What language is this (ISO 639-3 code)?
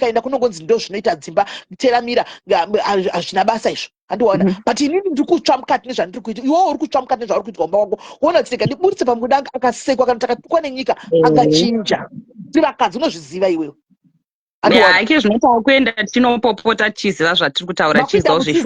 sna